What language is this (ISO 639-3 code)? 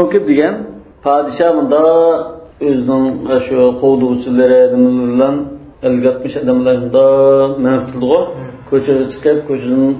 uig